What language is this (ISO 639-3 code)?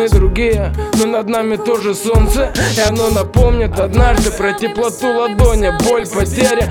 rus